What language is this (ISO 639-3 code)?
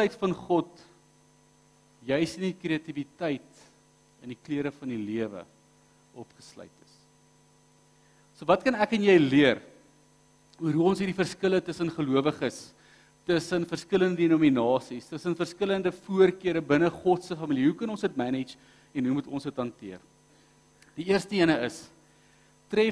afr